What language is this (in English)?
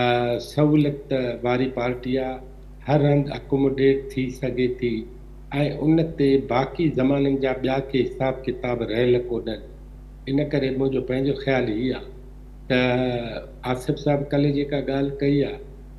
Sindhi